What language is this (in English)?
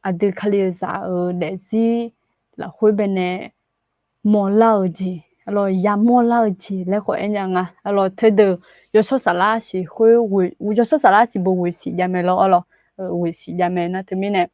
Akha